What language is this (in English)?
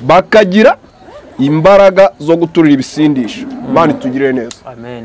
Kinyarwanda